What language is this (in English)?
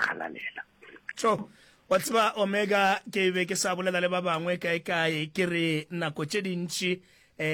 Northern Sotho